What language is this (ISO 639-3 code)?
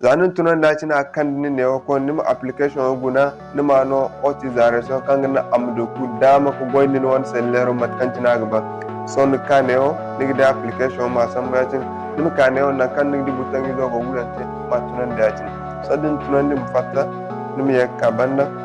dje